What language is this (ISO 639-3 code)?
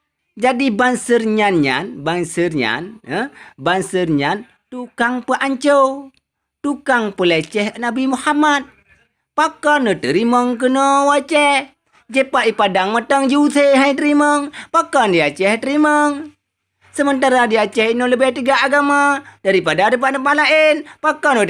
ace